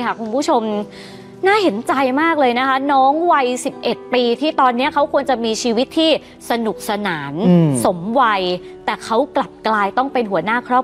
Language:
Thai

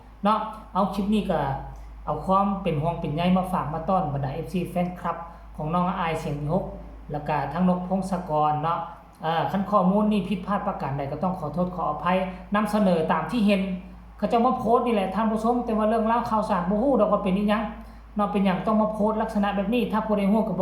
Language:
Northeastern Thai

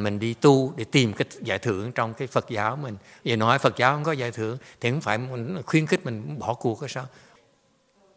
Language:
Vietnamese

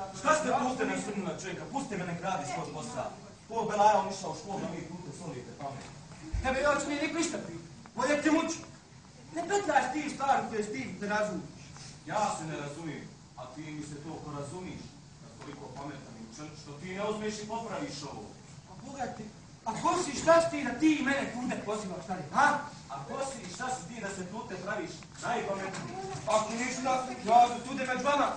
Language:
Bosnian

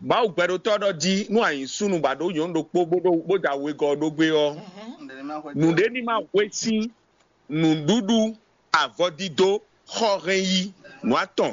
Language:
Fon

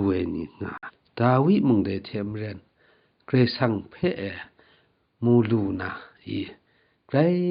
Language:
Kachin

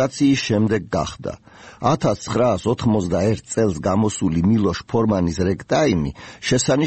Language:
Georgian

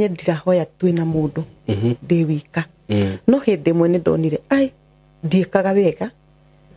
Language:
Kikuyu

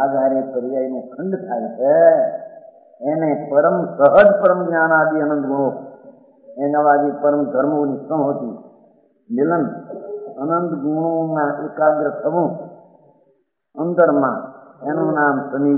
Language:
Gujarati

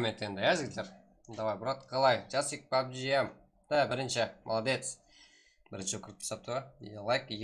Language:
Kara-Kalpak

